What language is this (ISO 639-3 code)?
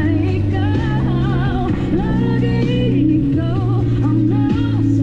fil